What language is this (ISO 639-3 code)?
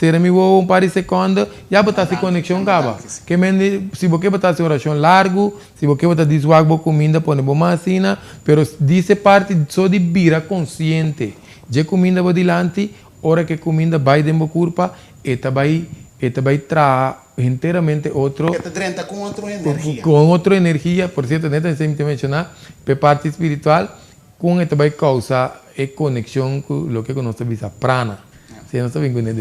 pap